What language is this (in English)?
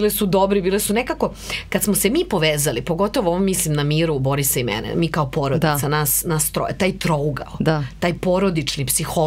Serbian